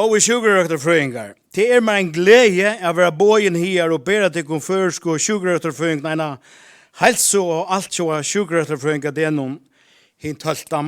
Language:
Faroese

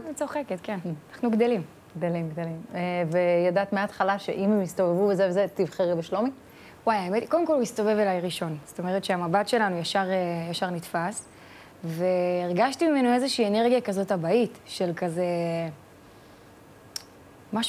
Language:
Hebrew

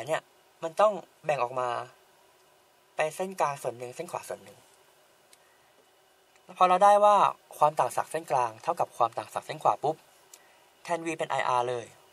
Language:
Thai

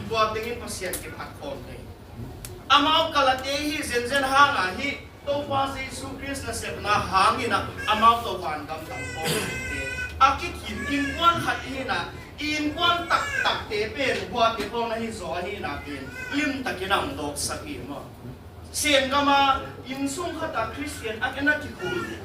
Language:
Tedim Chin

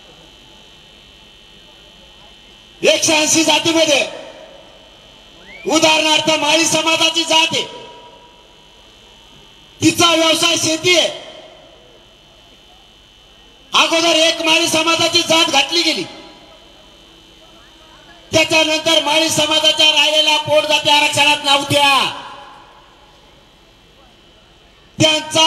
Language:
Marathi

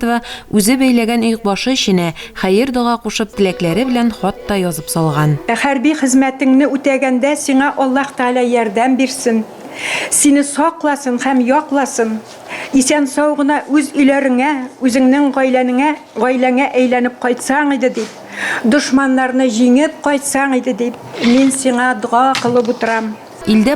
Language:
Tatar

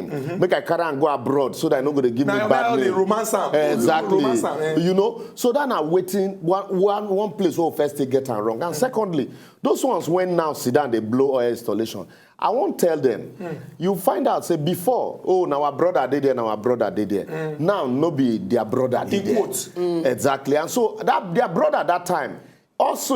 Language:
Nigerian Pidgin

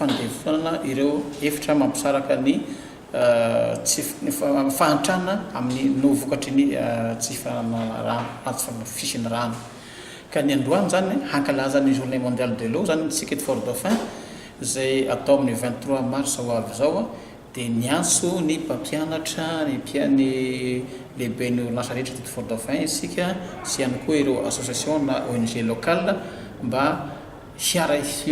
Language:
Malagasy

